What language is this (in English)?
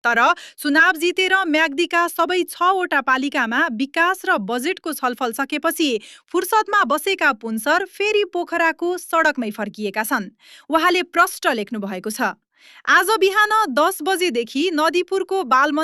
Nepali